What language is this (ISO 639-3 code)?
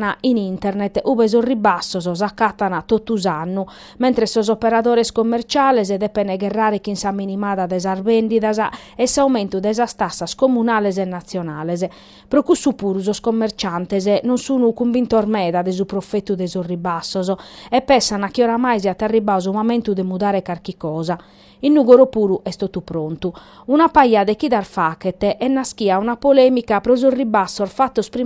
srd